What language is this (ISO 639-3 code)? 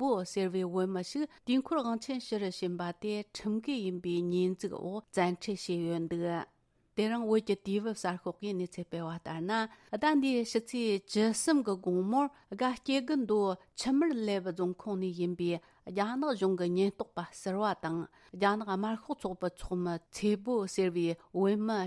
bod